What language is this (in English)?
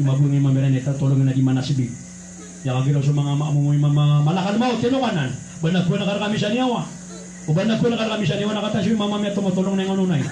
Maranao